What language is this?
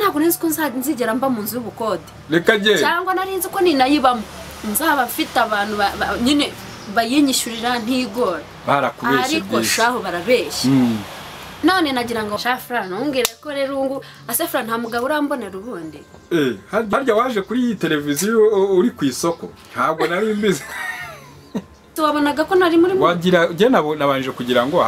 Kinyarwanda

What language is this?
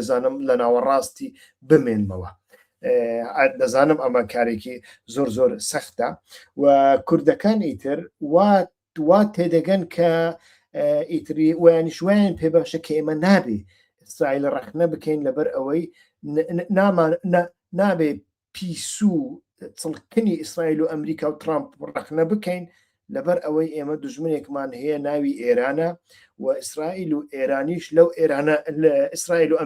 Central Kurdish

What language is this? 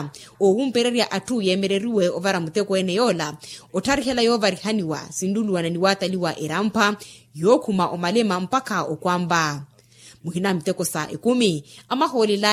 Makhuwa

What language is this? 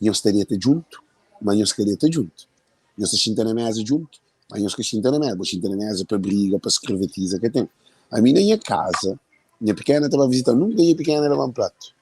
Kabuverdianu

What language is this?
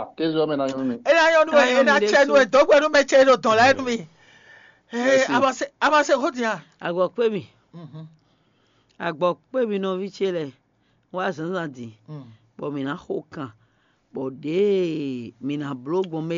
Fon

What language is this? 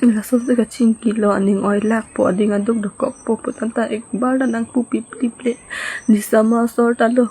Karbi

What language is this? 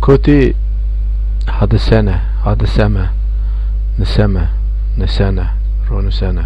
Zaza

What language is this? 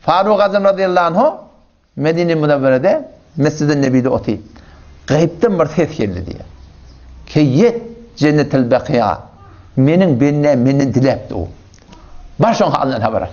Turkmen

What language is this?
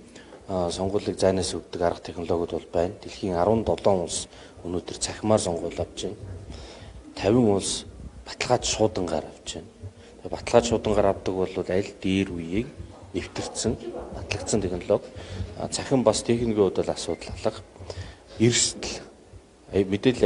Mongolian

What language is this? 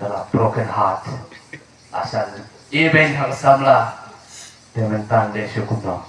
Khasi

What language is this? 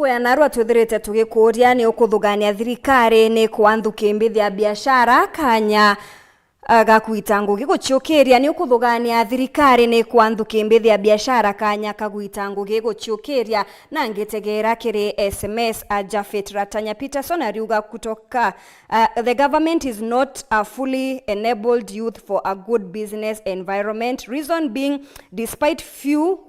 Meru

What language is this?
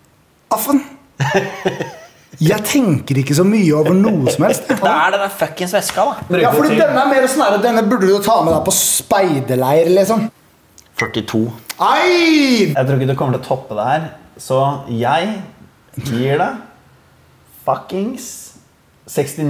Norwegian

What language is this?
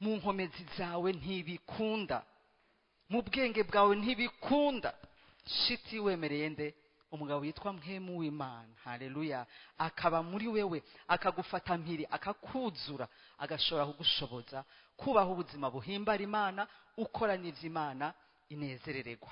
Rundi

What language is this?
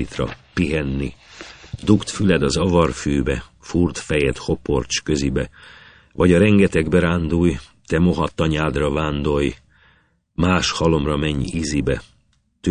Hungarian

